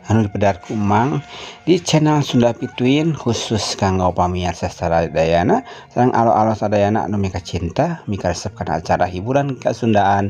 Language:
Sundanese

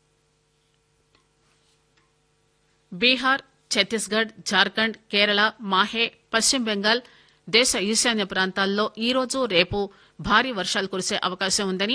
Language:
Telugu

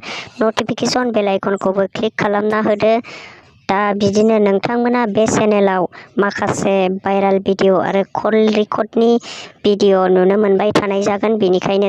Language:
Bodo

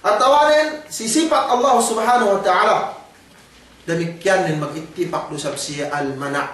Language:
Yakan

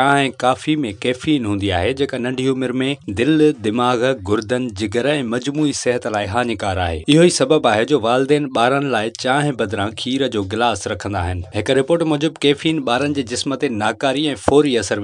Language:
Sindhi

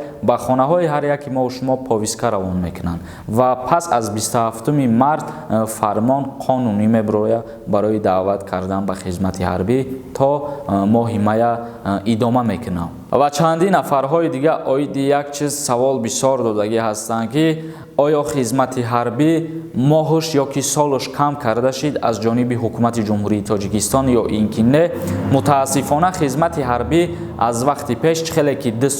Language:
Tajik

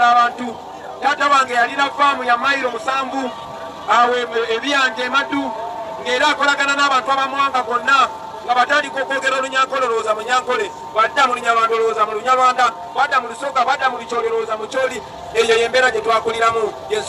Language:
Ganda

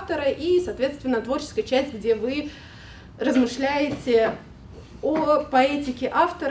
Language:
Russian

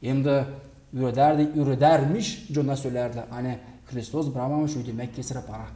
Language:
Gagauz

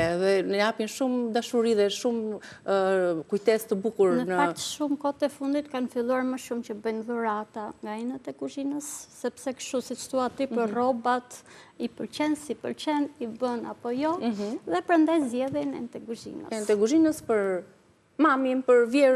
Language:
Albanian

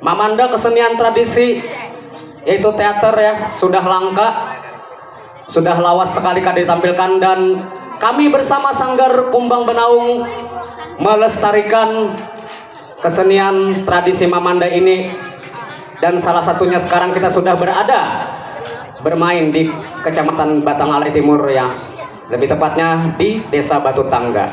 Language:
Banjar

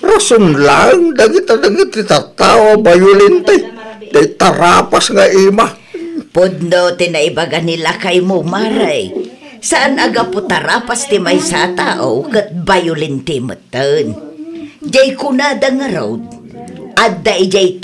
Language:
Iloko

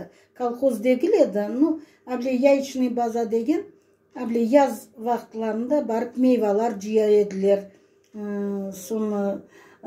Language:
Crimean Tatar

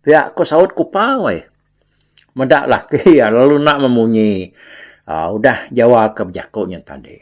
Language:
Iban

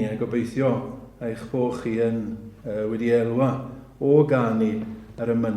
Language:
Welsh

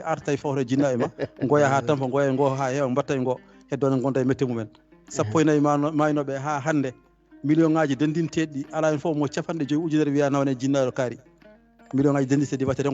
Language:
Fula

